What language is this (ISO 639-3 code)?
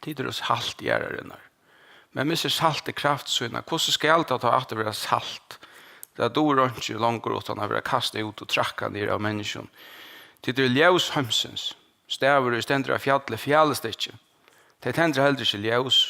fao